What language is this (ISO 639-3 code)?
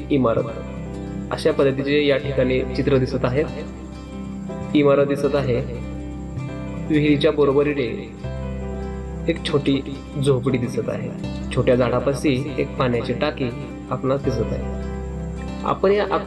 mar